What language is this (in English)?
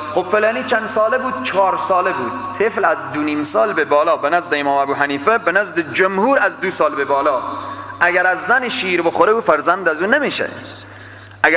Persian